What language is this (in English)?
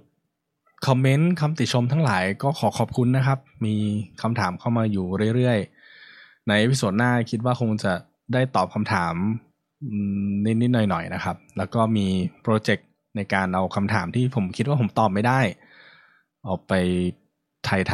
Thai